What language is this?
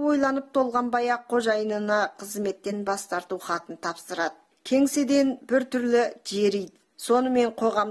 Kazakh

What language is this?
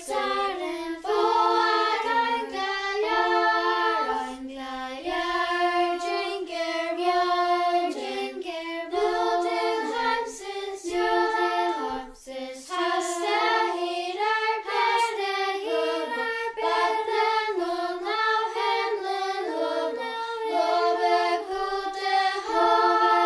Faroese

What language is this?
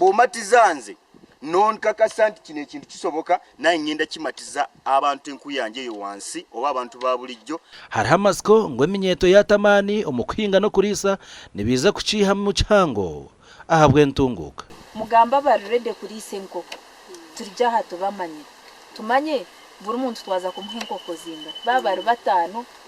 Nyankole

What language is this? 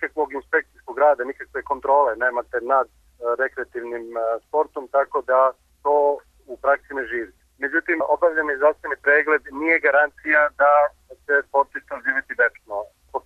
Serbian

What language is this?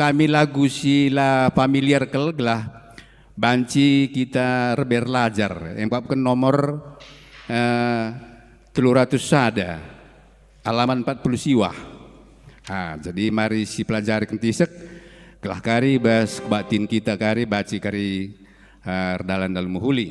Batak Karo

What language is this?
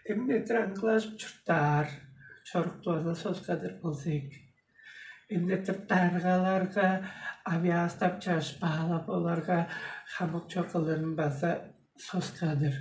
Tuvinian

